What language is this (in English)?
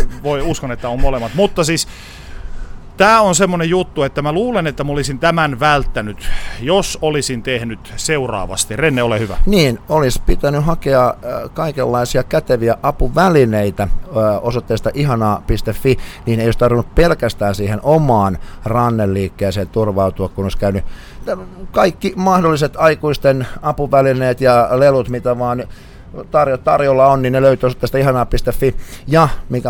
Finnish